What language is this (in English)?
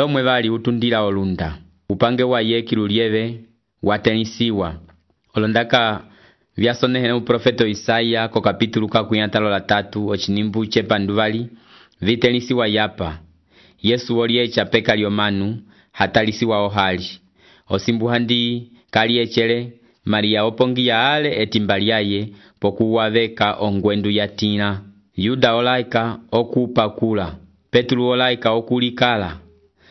Umbundu